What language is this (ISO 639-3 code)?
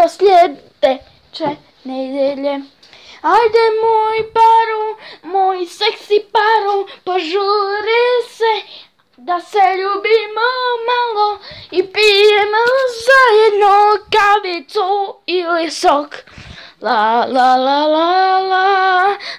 slv